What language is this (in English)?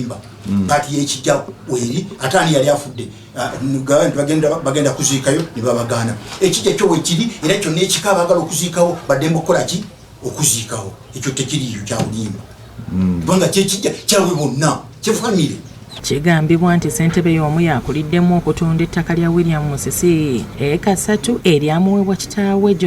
Ganda